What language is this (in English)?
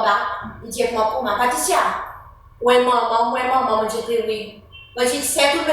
Seselwa Creole French